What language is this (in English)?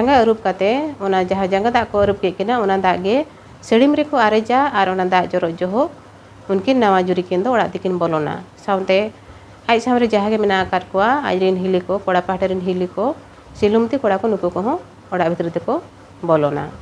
Santali